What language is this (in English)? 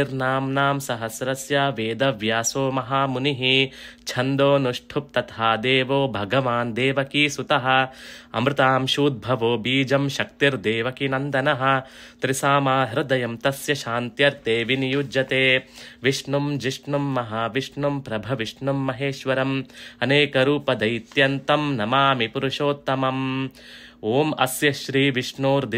Sanskrit